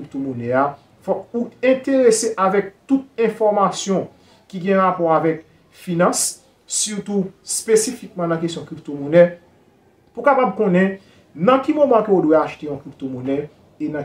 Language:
Haitian Creole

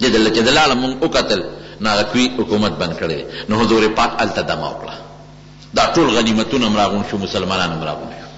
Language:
Pashto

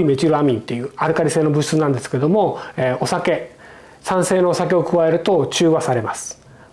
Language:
Japanese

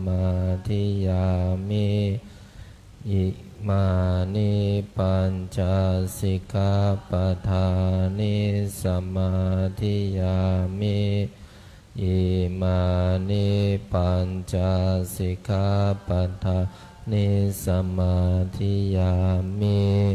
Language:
Pali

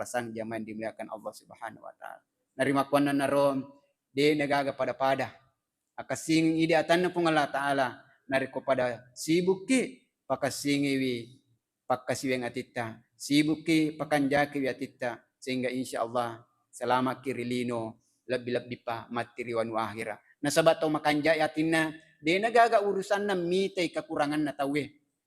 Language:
Buginese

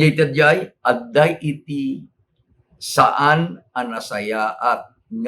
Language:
Iloko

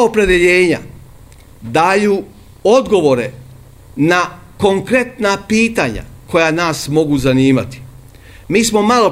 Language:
Serbian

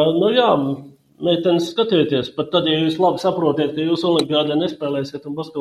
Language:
Latvian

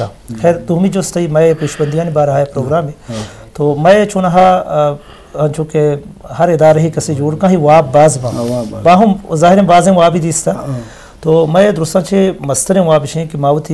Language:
Eastern Balochi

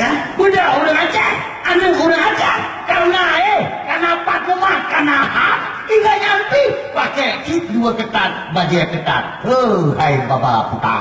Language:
Achinese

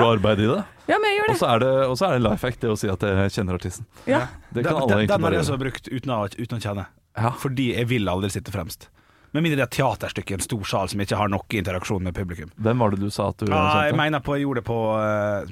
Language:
Norwegian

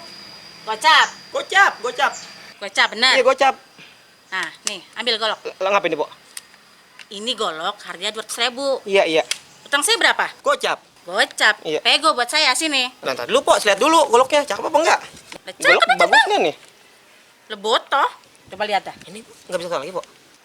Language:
Betawi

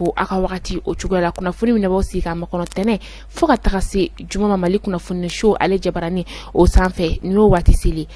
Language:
Bambara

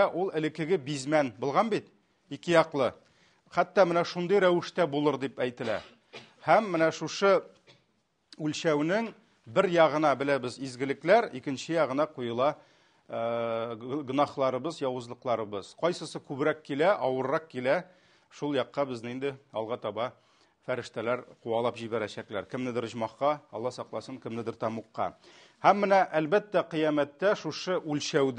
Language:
Tatar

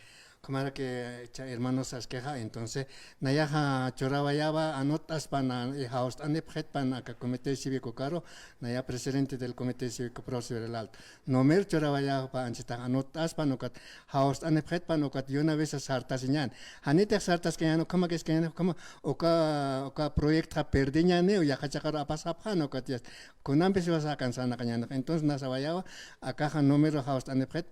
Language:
Aymara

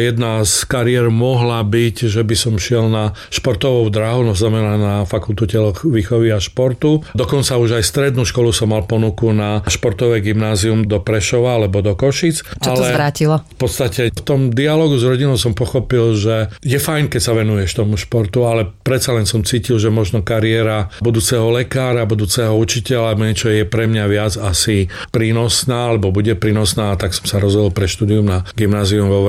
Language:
Slovak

